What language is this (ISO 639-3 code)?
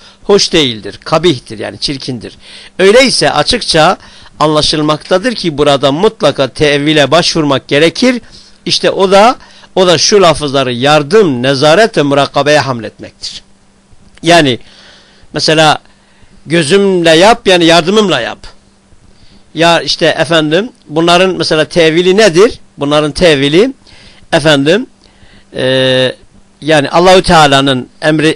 tur